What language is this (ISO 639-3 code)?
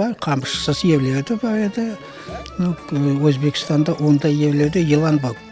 crh